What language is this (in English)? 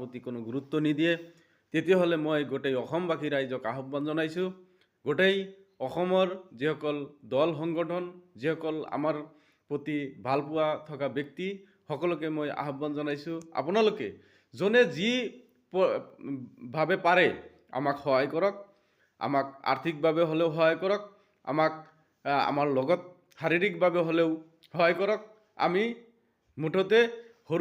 Assamese